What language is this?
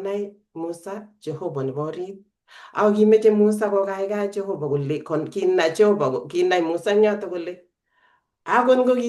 Kalenjin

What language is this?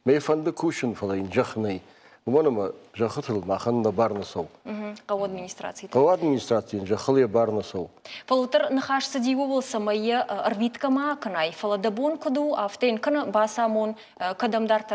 Ossetic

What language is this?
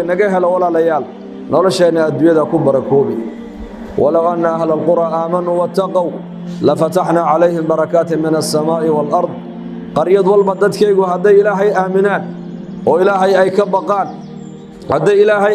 Somali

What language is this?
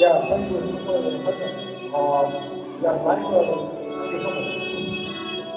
Tibetan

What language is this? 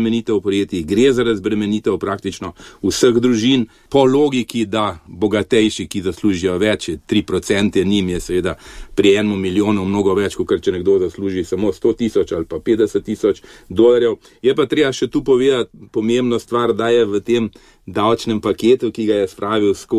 Slovenian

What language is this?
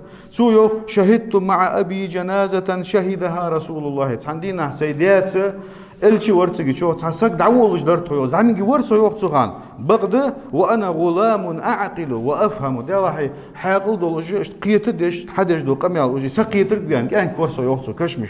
Ingush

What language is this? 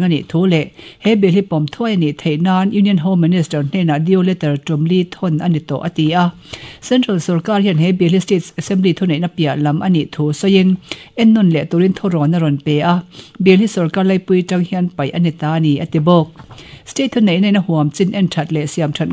Mizo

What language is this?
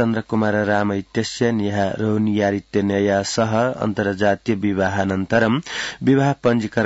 Sanskrit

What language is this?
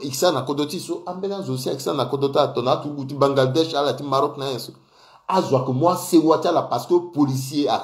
Sango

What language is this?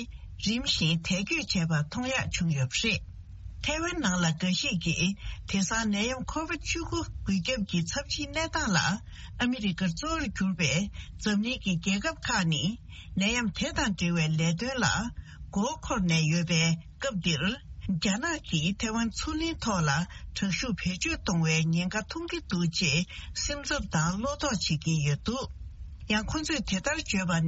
Tibetan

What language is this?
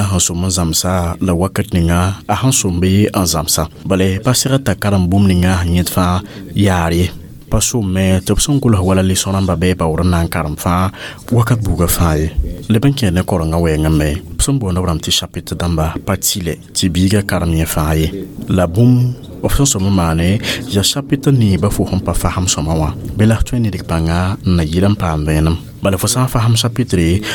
Mossi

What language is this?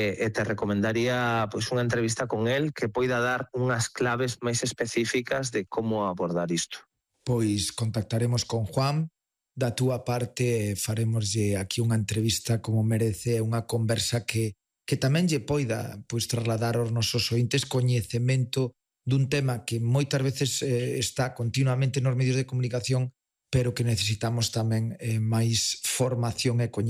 Galician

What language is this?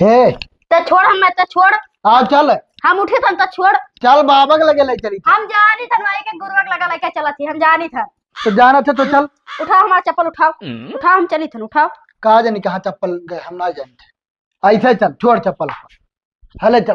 Awadhi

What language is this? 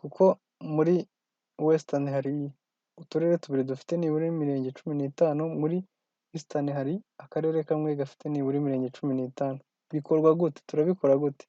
Kinyarwanda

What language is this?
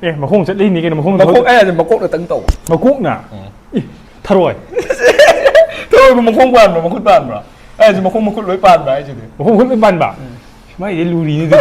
Manipuri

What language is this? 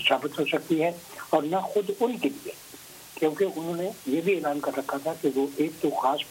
Urdu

